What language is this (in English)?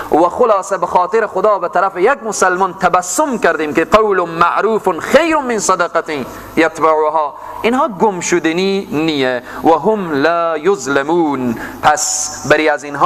Persian